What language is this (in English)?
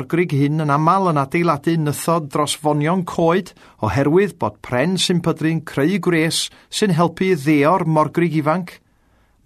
Welsh